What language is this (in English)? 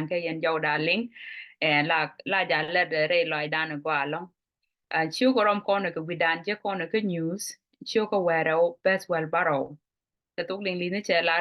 Nuer